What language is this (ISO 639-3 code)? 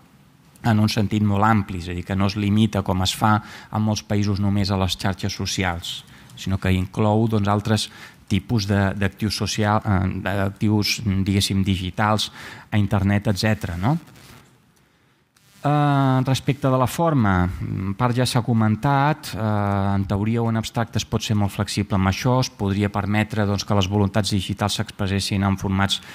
cat